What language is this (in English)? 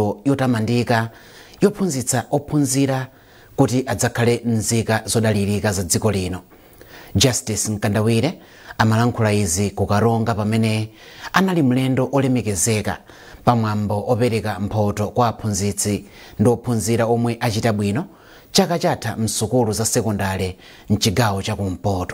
Nyanja